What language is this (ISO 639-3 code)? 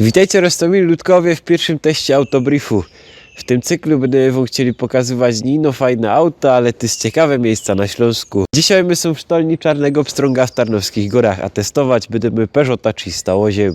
szl